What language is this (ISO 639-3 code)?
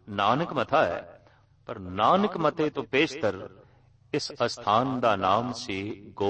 pan